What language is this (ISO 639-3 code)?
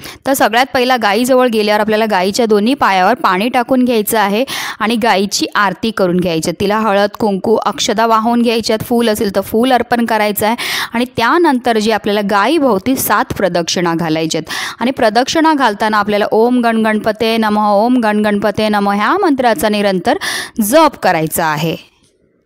mar